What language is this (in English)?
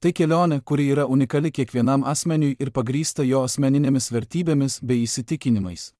Lithuanian